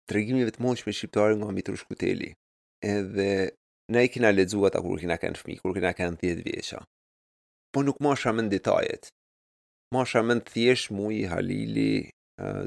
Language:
Albanian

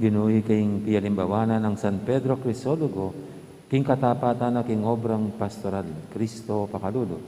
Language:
Pampanga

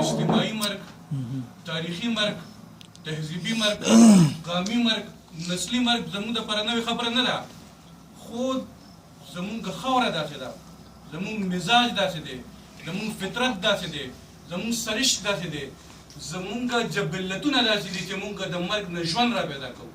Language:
Pashto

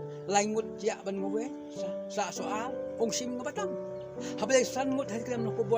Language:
Khasi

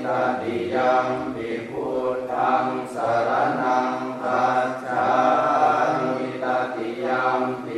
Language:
Pali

